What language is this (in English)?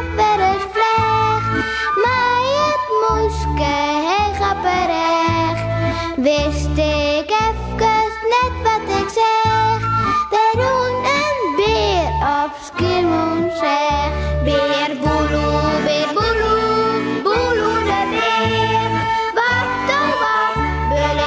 Western Frisian